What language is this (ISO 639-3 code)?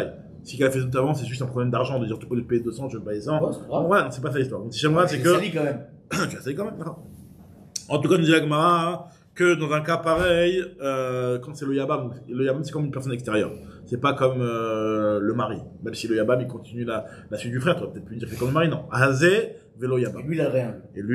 fra